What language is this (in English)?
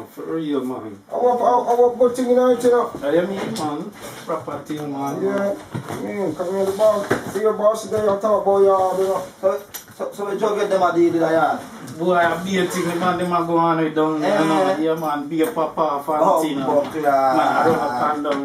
Jamaican Creole English